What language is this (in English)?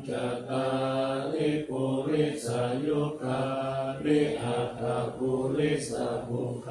Pali